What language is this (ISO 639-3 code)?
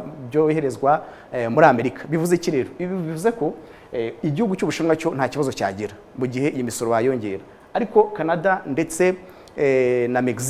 kin